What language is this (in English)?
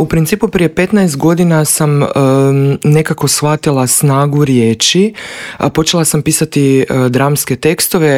Croatian